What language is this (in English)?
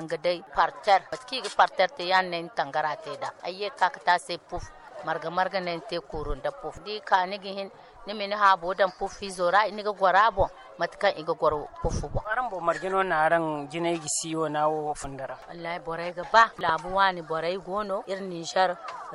Zarma